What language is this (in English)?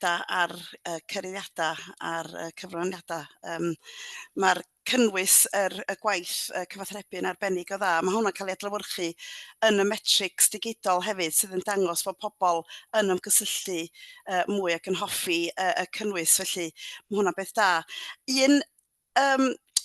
Welsh